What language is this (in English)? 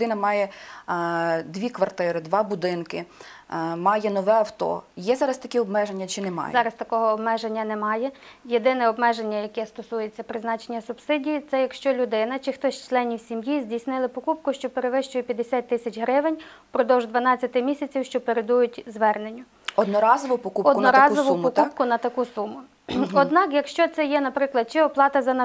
Ukrainian